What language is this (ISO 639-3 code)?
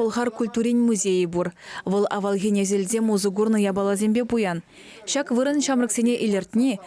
chv